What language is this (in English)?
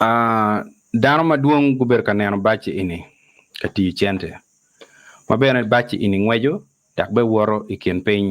Acoli